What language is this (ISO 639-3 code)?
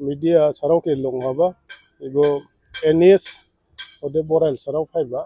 dis